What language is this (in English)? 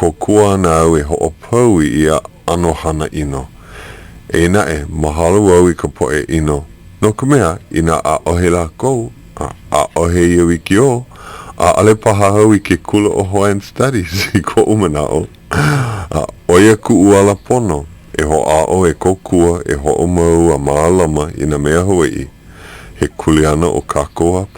Hawaiian